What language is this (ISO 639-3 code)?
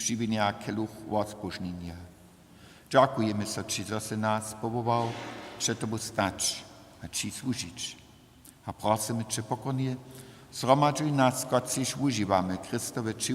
hsb